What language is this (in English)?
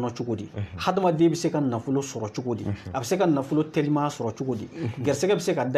Bambara